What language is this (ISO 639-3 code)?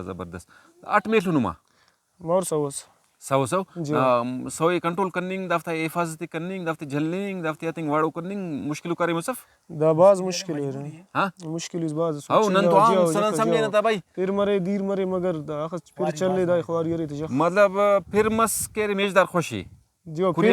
brh